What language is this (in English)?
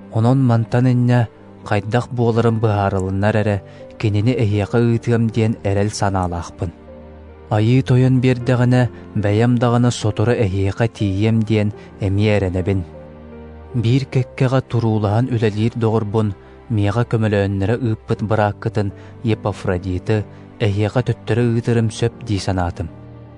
Yakut